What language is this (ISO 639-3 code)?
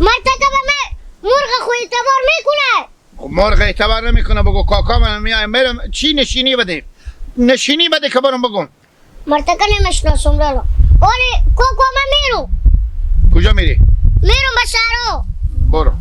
haz